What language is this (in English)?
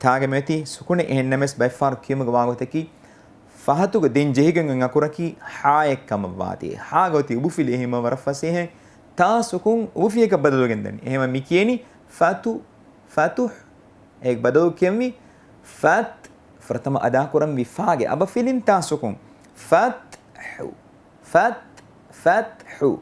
Divehi